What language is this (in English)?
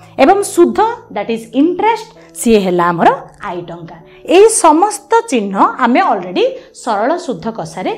Odia